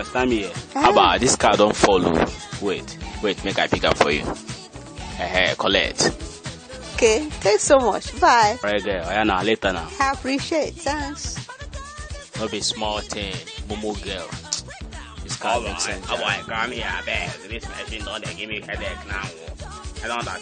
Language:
Nigerian Pidgin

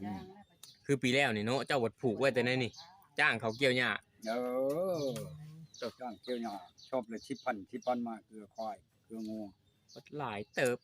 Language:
Northeastern Thai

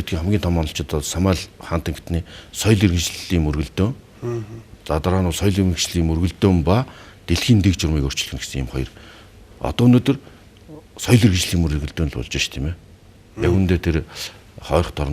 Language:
Mongolian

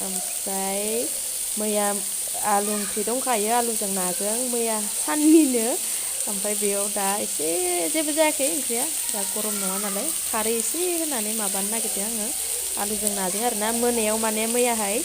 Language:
Bodo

